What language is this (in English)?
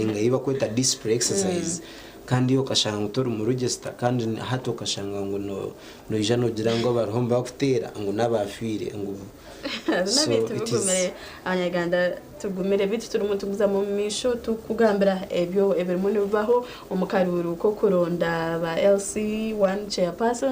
Nyankole